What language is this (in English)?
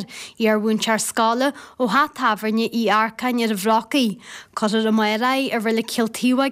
Irish